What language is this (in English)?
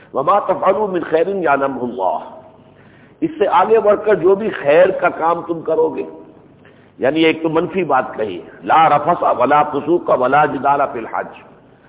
Urdu